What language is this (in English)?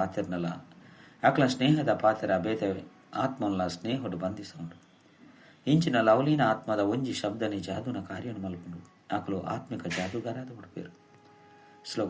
Tulu